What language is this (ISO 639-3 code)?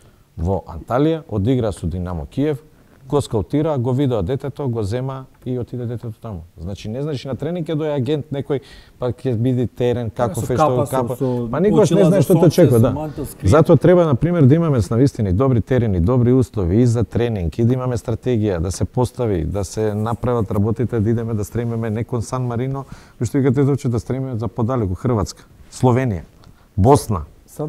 mkd